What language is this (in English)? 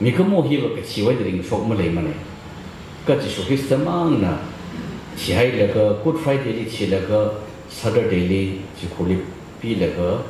Tangkhul Naga (India)